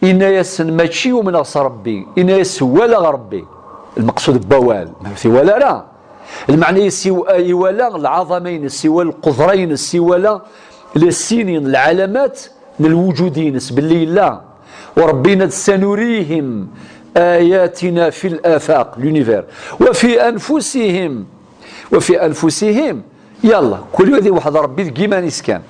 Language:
Kabyle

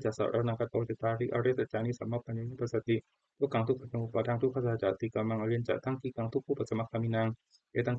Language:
Pali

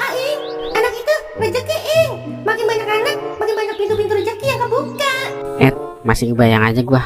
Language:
Betawi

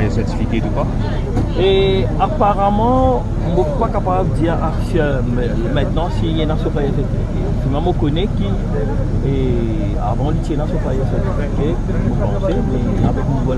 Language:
Morisyen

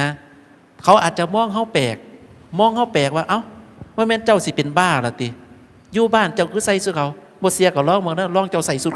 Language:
Northeastern Thai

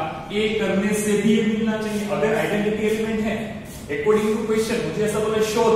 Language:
Hindi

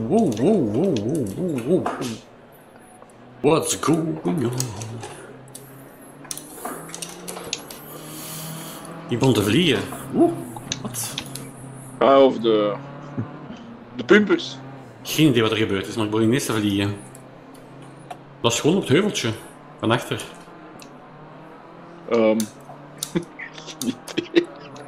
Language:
Dutch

